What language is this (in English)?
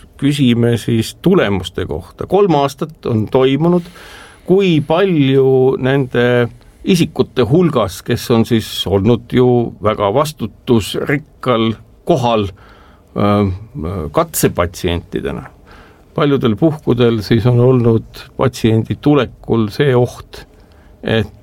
Estonian